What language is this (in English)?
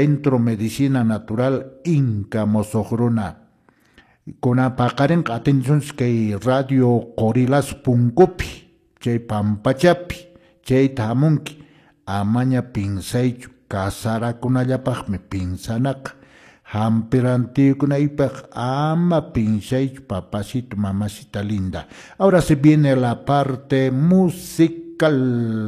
Quechua